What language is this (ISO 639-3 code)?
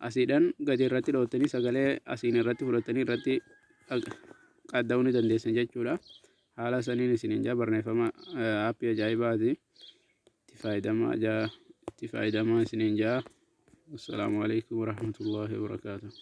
orm